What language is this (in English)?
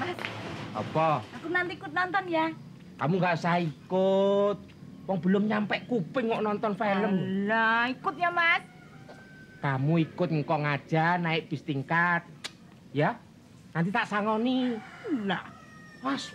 Betawi